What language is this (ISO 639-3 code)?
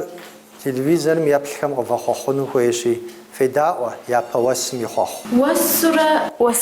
kbd